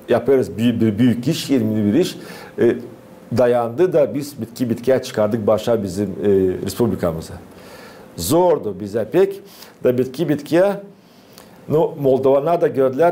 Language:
Gagauz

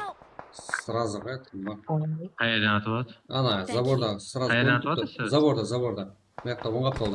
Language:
Kara-Kalpak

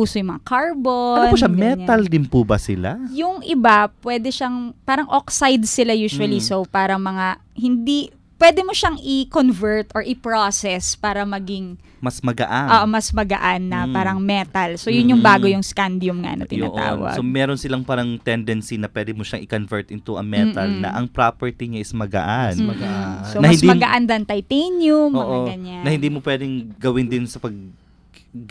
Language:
Filipino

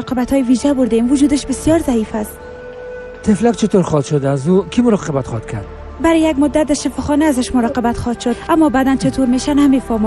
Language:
Persian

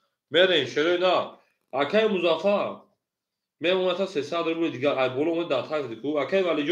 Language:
Tajik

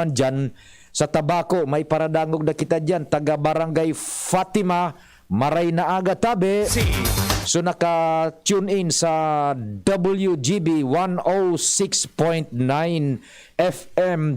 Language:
Bikol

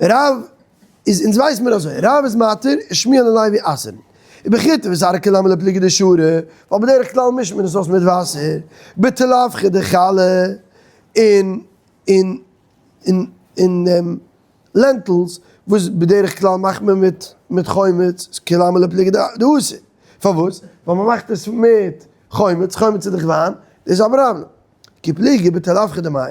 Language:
Yiddish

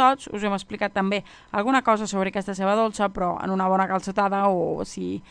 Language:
Catalan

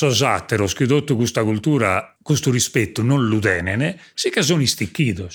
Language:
Sardinian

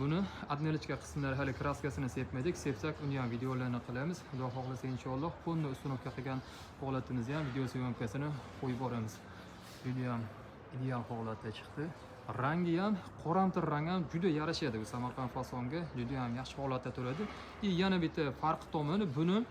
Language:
Uzbek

